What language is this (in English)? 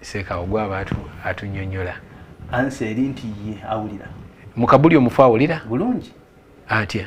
Ganda